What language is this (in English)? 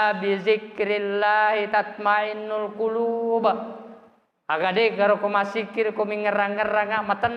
Buginese